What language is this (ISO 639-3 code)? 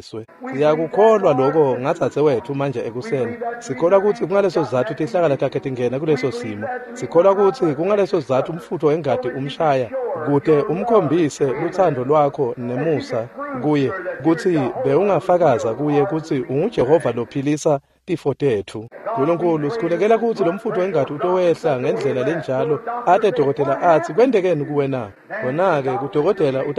ssw